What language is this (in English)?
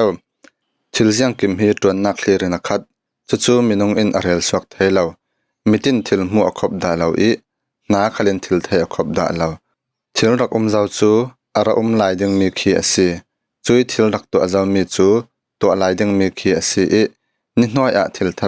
Falam Chin